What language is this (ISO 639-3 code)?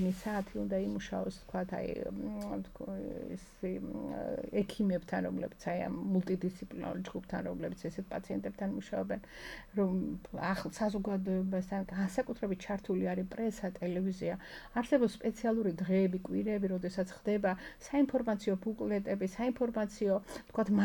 kat